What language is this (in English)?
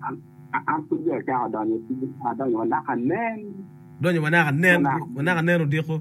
Acoli